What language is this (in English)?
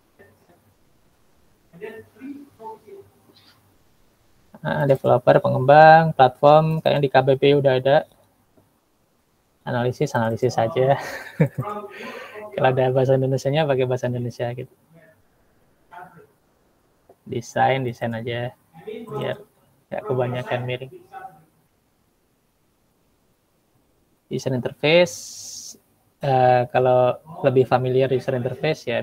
Indonesian